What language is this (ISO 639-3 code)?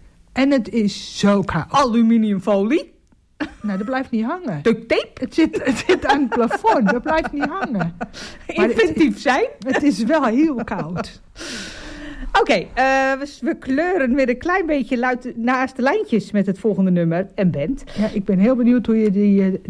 nld